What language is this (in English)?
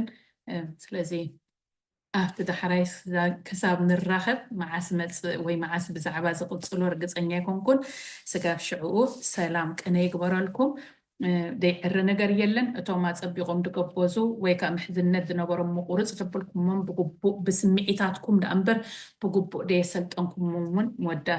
Tigrinya